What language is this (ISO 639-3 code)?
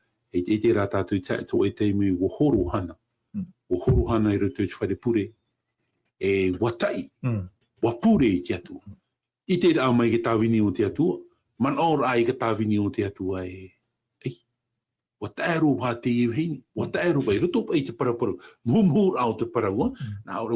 tah